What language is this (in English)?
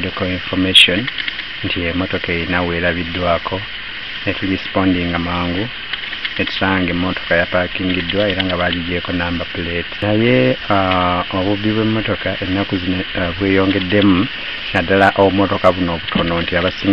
Ganda